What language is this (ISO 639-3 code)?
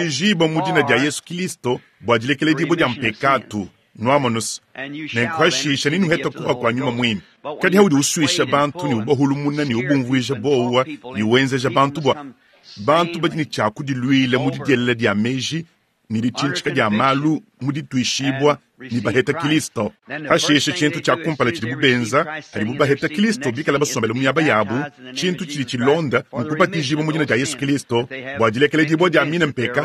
lua